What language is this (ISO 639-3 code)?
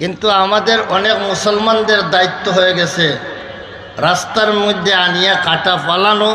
syl